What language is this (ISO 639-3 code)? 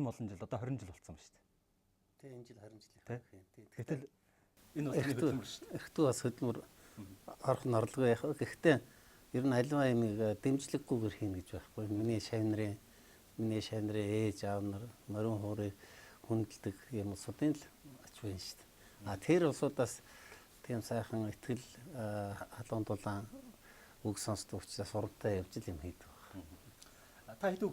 mon